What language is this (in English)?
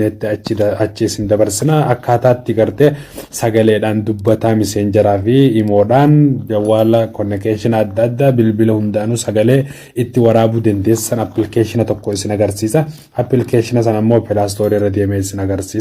Oromo